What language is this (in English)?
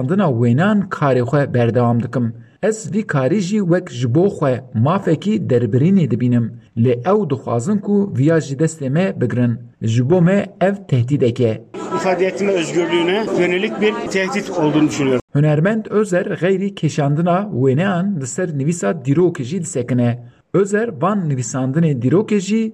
Kurdish